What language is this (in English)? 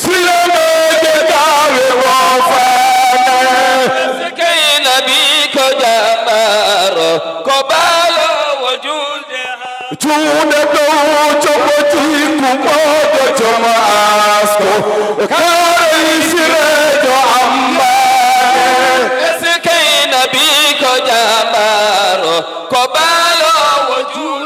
Fula